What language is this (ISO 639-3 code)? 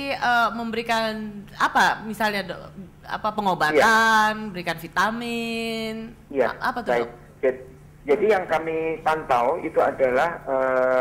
ind